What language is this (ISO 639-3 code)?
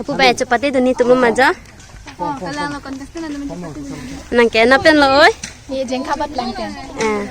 mjw